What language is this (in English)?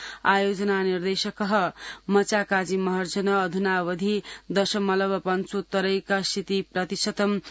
Sanskrit